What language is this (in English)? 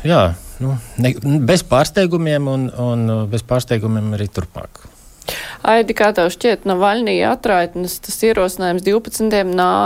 Latvian